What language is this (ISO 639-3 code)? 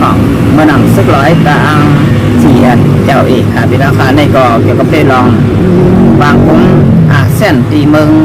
shn